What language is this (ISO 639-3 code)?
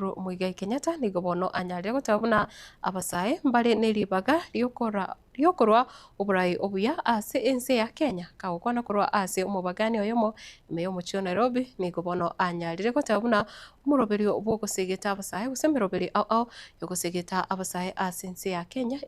guz